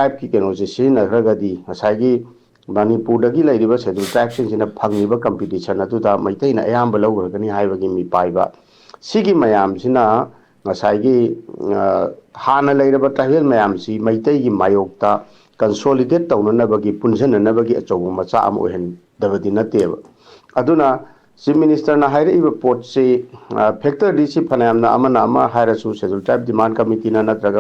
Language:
Manipuri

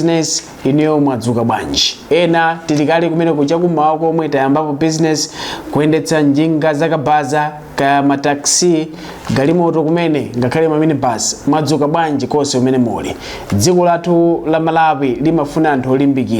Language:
Nyanja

